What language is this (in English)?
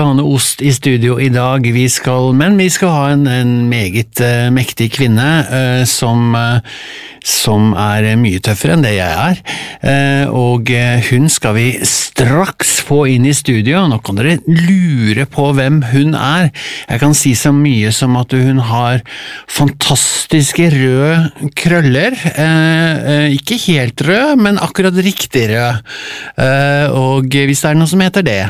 Norwegian